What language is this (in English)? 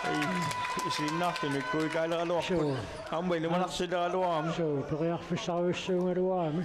Kalaallisut